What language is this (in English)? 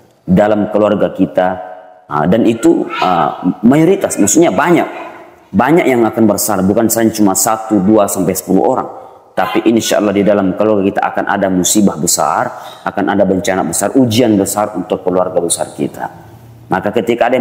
Indonesian